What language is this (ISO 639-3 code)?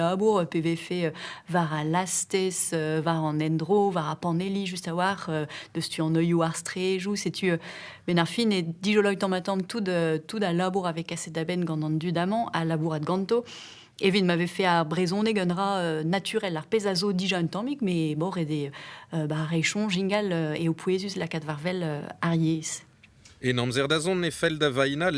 bre